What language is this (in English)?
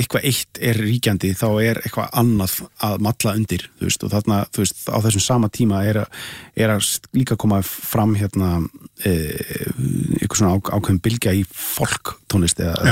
Icelandic